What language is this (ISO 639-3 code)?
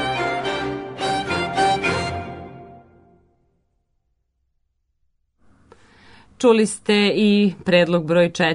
srp